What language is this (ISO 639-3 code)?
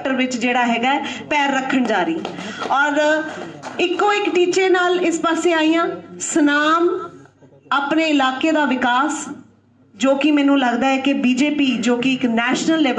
pan